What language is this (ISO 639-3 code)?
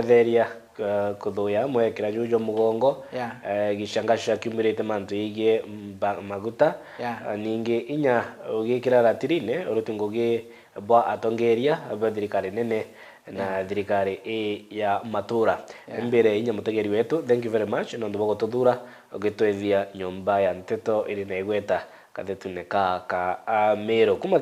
mer